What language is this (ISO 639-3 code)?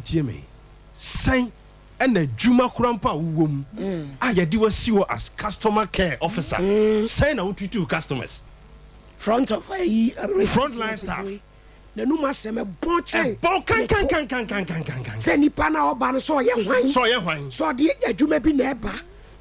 aka